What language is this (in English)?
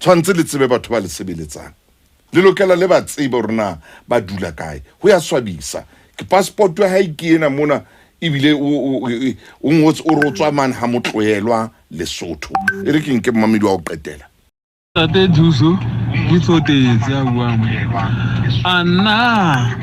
Southern Sotho